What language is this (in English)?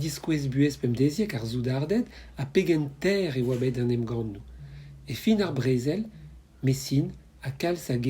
Breton